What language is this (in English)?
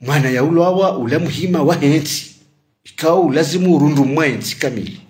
Ngazidja Comorian